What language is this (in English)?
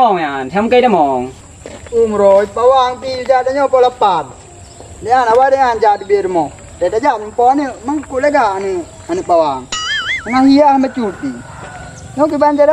Achinese